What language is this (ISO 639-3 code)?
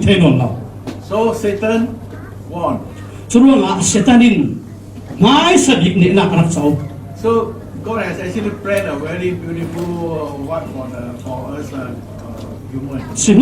cfm